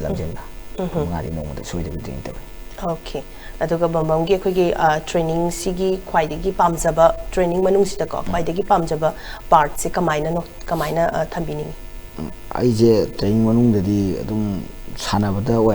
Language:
Manipuri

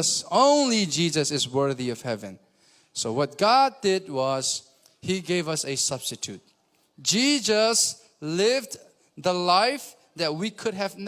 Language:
Hakha Chin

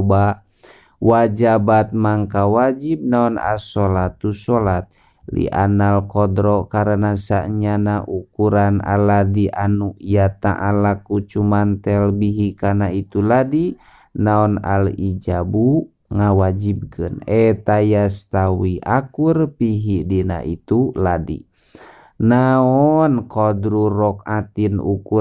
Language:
Sundanese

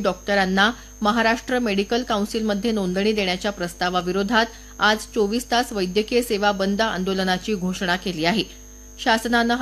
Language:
Marathi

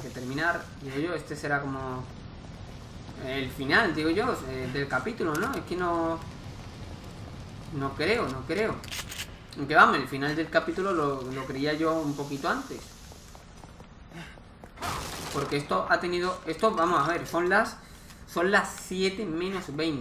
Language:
Spanish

